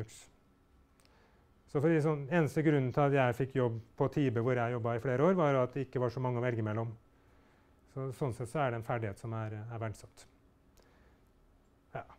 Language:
Norwegian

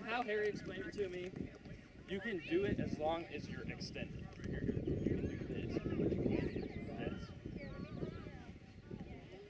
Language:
English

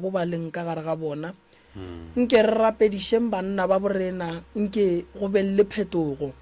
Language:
Northern Sotho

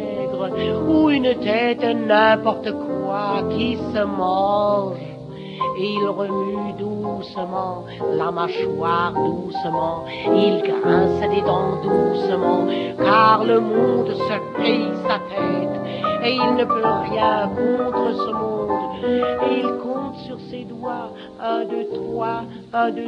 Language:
French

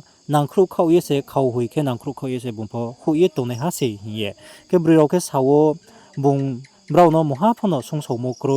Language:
Riang (India)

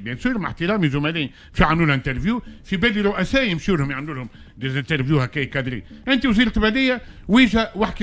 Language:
Tunisian Arabic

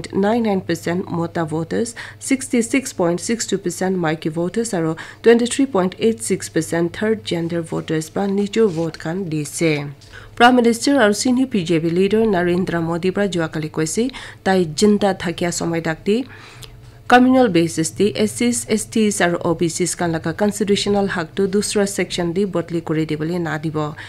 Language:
Naga Pidgin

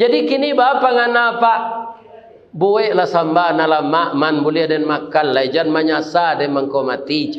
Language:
Minangkabau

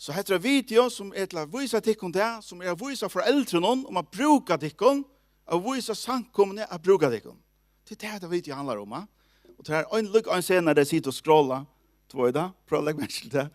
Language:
Faroese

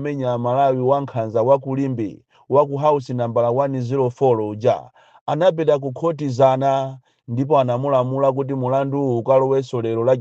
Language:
Nyanja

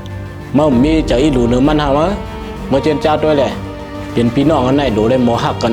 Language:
Shan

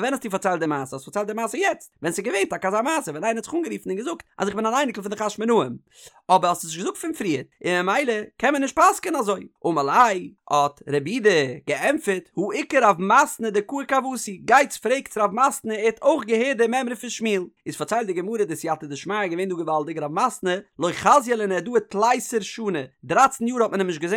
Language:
Yiddish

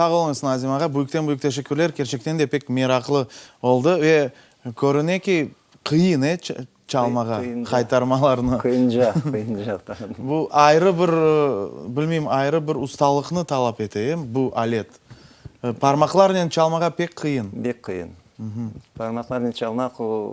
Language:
Crimean Tatar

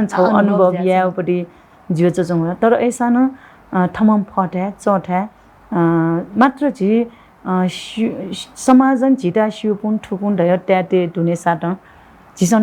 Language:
Newari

